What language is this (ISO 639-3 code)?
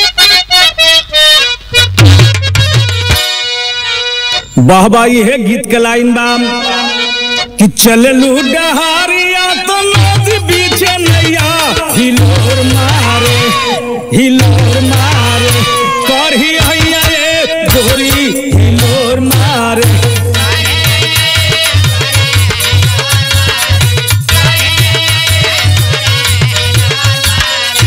bho